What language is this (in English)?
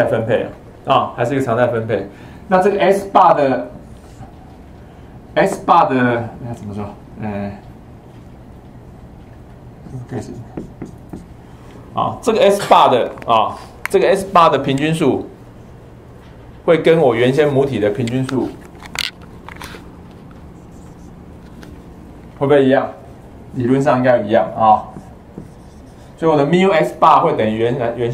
Chinese